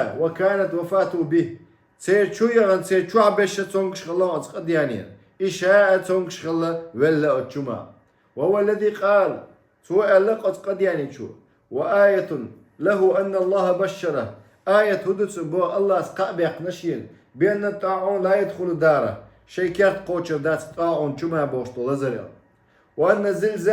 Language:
Chechen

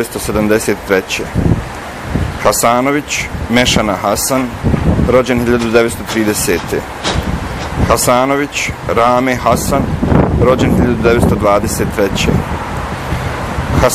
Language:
Bosnian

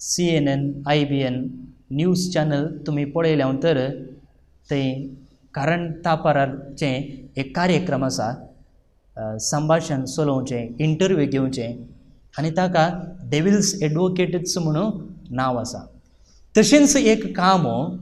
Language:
Konkani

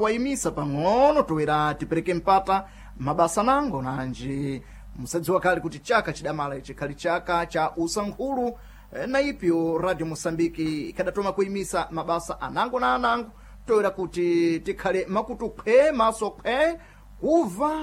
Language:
Sena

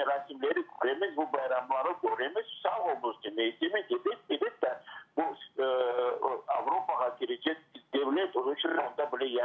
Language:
Crimean Tatar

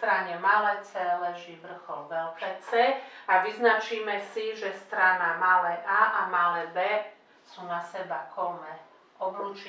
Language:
Slovak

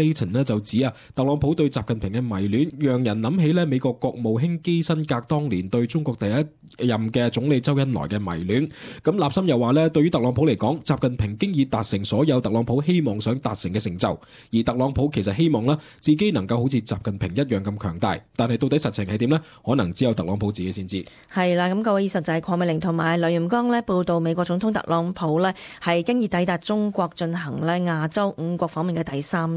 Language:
Cantonese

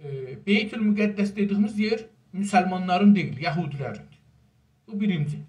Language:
South Azerbaijani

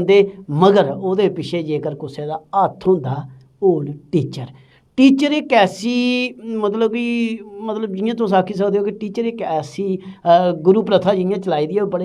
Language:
Dogri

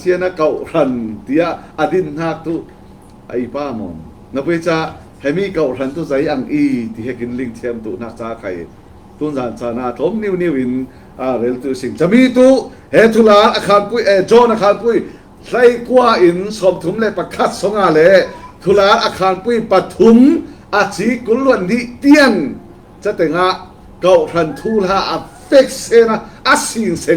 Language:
Falam Chin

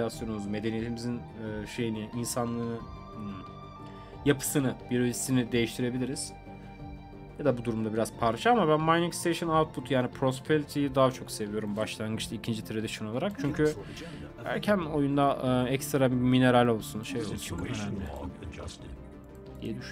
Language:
Turkish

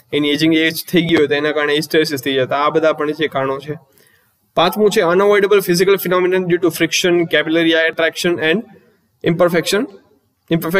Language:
Gujarati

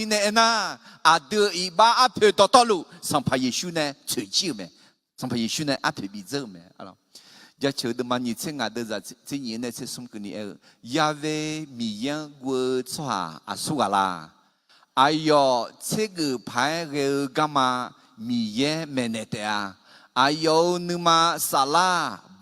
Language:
Akha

